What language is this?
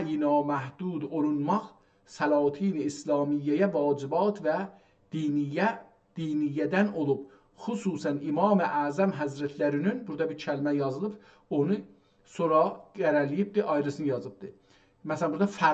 South Azerbaijani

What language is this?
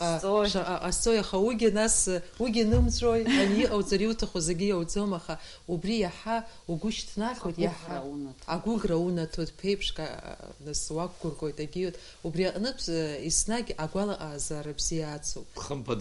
Abkhazian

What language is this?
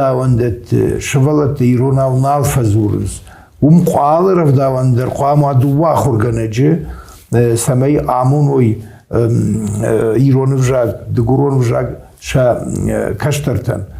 Ossetic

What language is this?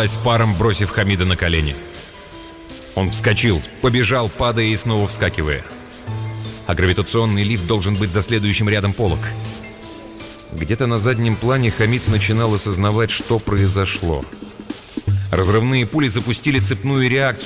Russian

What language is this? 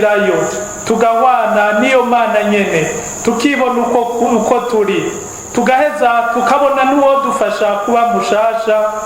Rundi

